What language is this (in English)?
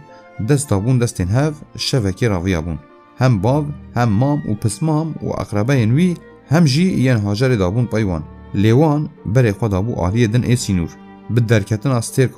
Kurdish